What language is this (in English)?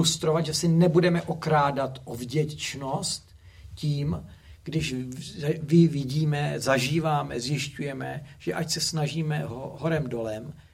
Czech